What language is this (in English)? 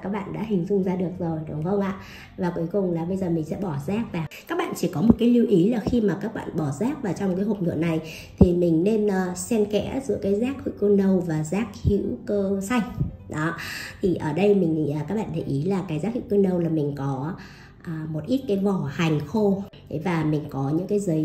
Vietnamese